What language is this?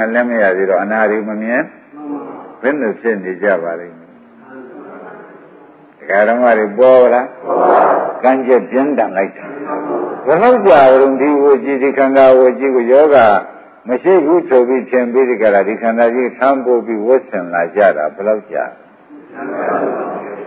Burmese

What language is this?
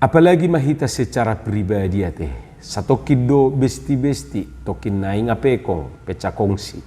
Batak Toba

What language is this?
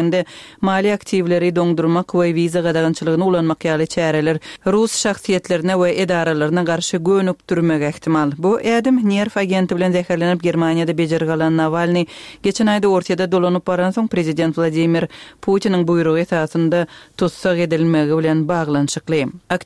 Turkmen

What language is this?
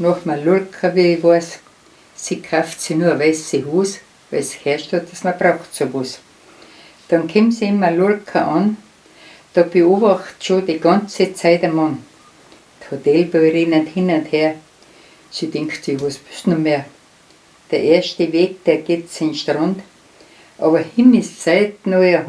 Bavarian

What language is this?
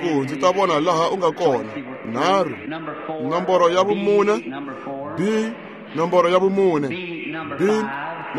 Tsonga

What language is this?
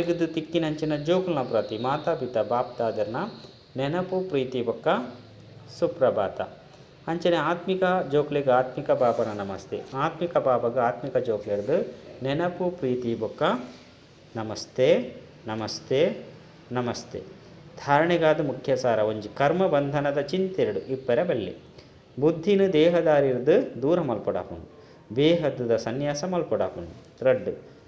Tulu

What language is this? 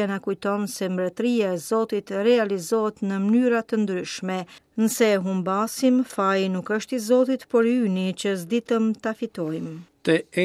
Albanian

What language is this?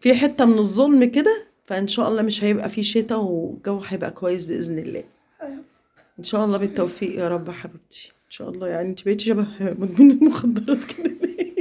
Egyptian Arabic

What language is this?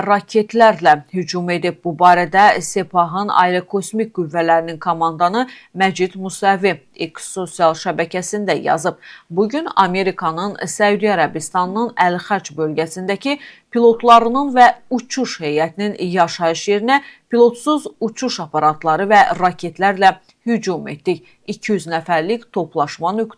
Azerbaijani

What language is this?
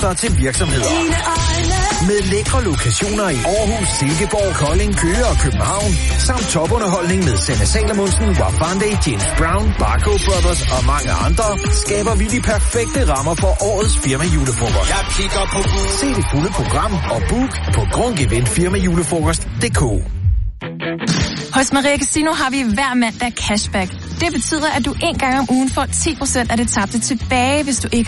Danish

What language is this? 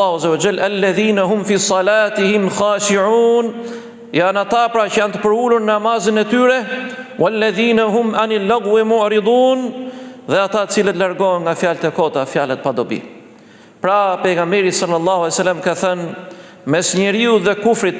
Albanian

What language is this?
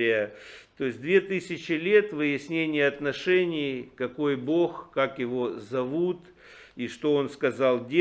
Russian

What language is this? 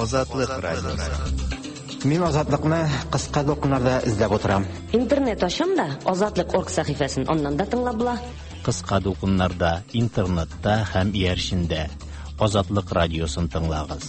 Tatar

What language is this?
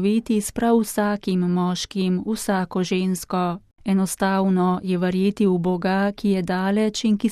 Slovenian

